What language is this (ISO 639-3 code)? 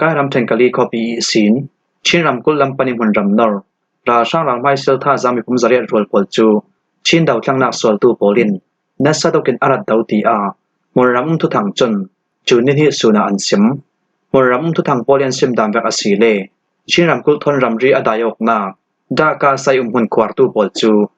cfm